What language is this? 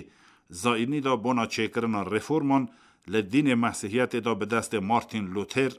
Kurdish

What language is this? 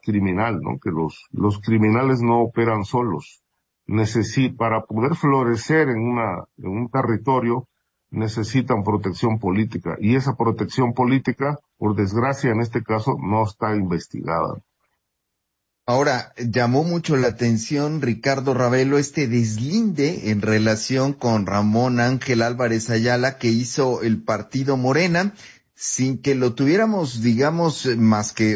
Spanish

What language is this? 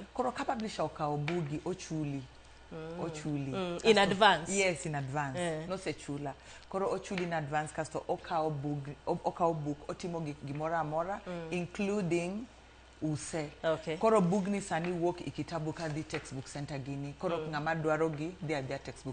Luo (Kenya and Tanzania)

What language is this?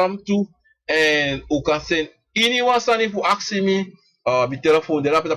Sranan Tongo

